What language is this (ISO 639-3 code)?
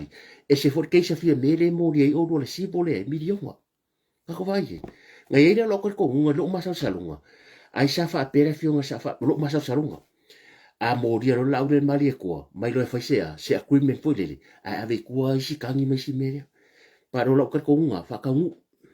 smo